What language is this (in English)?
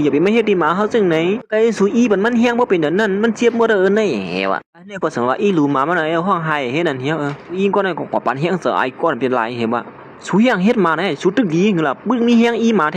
Shan